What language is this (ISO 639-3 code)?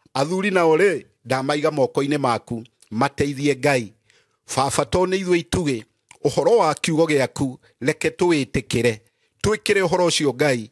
kik